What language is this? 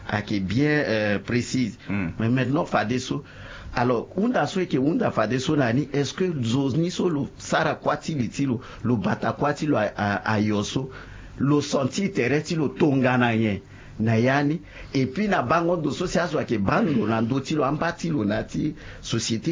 Sango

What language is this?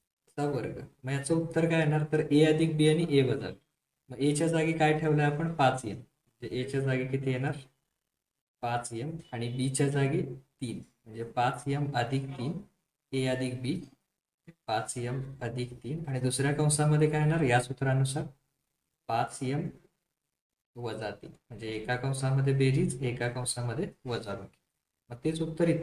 Marathi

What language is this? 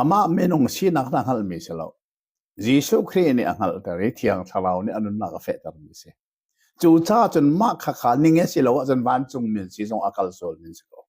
Hakha Chin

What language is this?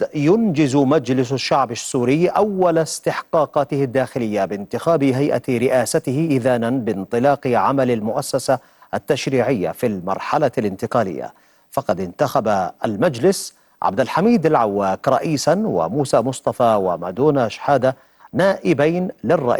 Arabic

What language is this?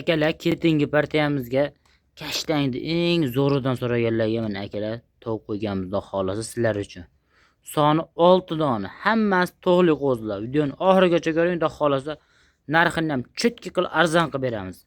Uzbek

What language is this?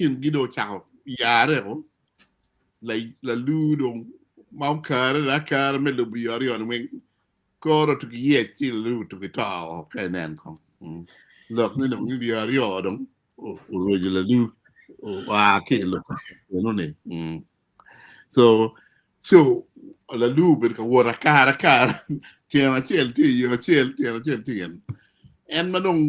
Acoli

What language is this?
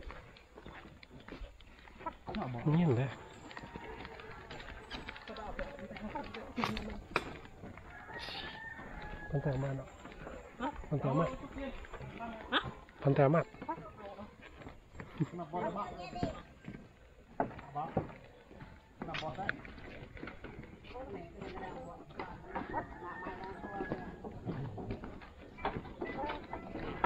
Malay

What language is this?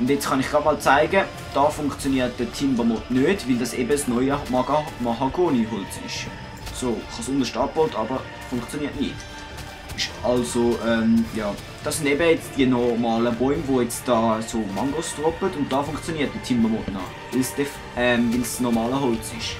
Swiss German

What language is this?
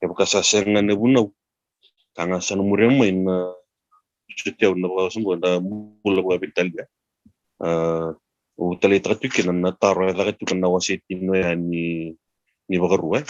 Fijian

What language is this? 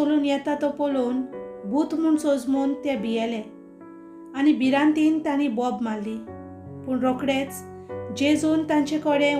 Konkani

